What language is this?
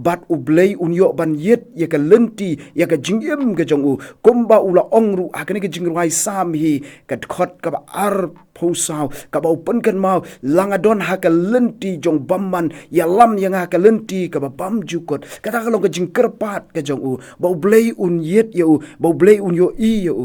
Khasi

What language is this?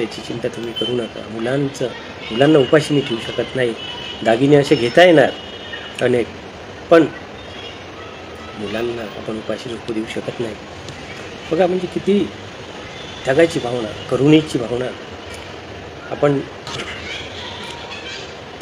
Marathi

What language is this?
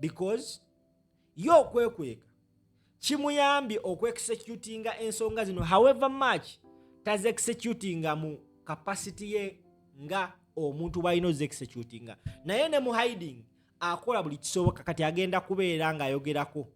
Ganda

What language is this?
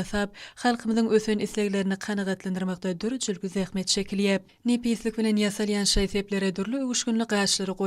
Turkmen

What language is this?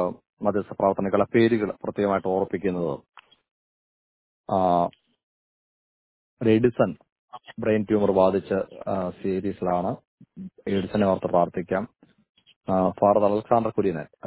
Malayalam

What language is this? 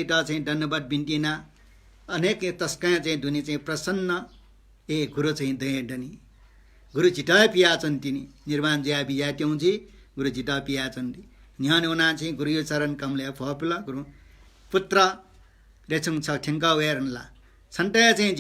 Newari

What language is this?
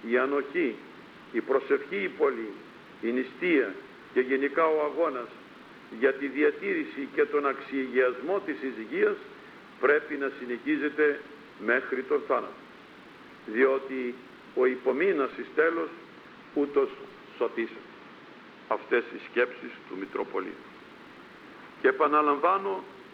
Greek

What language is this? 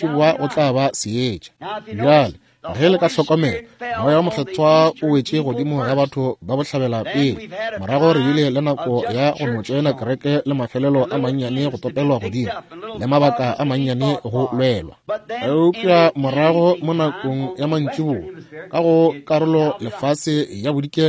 Northern Sotho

